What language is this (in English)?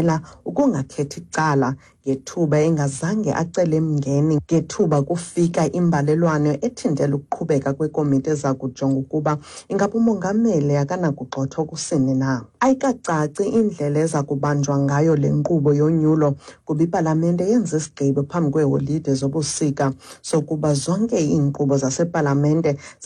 Xhosa